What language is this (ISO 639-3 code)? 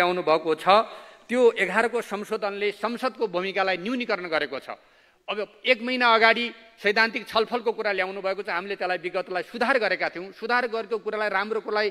nep